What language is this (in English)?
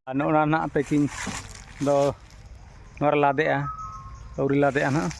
Santali